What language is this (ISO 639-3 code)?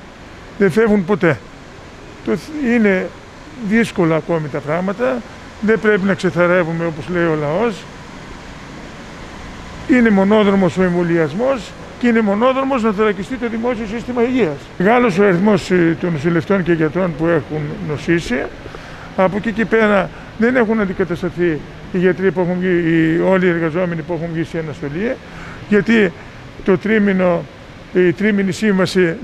ell